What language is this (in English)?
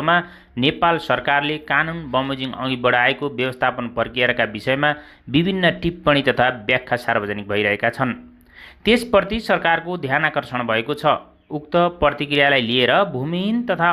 Nepali